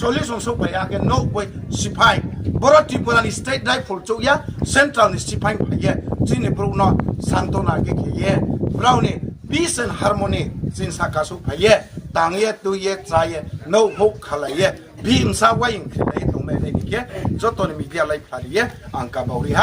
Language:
Riang (India)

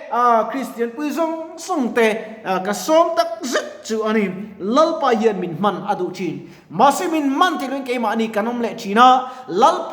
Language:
Mizo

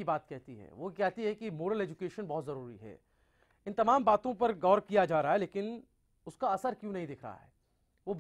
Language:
Hindi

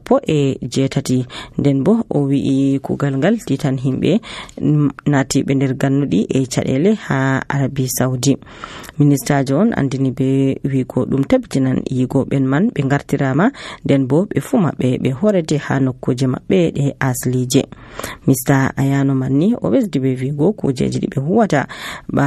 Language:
Nigerian Fulfulde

